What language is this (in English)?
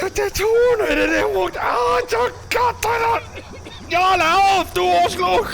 Bavarian